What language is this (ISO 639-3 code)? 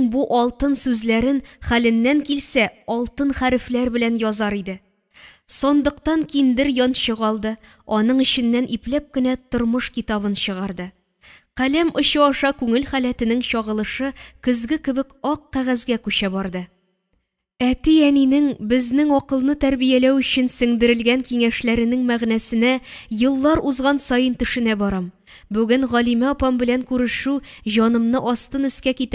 tat